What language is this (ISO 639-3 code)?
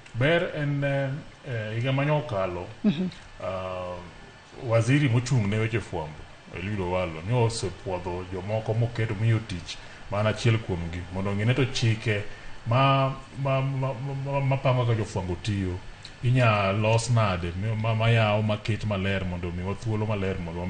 luo